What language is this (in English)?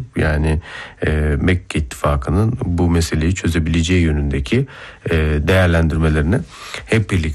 Turkish